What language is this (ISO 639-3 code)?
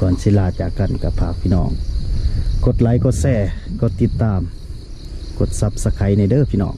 tts